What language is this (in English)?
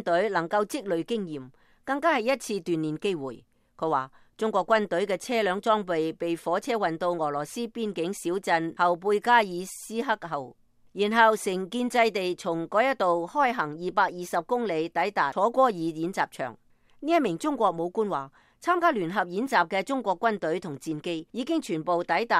Cantonese